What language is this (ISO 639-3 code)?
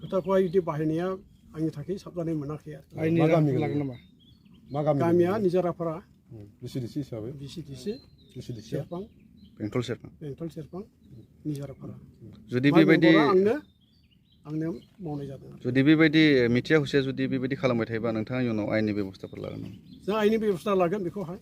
brx